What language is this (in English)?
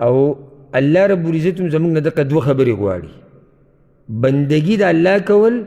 Pashto